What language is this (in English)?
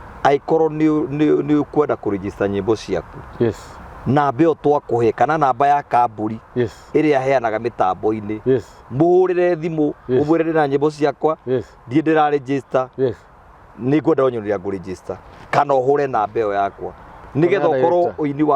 Kikuyu